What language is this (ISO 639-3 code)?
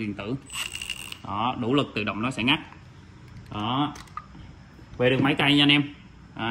vie